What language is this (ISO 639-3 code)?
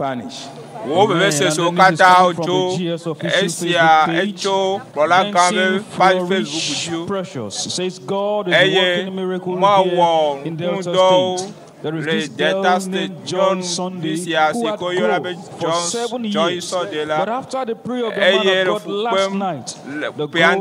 ewe